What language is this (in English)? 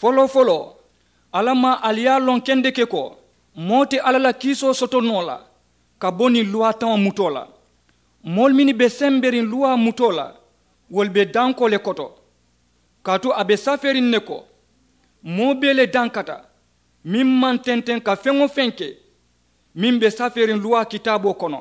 Mandingo